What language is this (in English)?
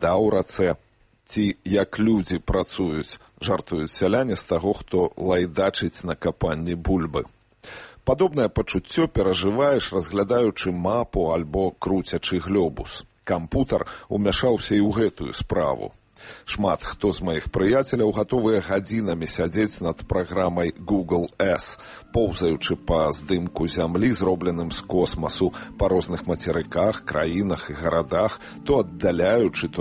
Belarusian